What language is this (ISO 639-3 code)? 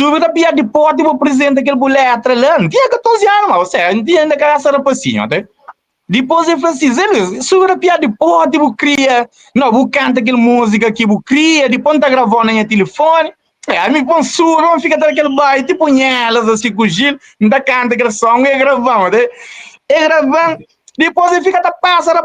kea